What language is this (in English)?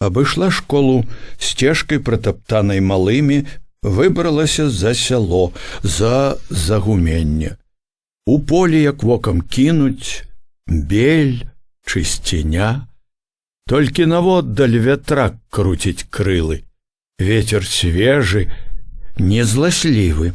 Belarusian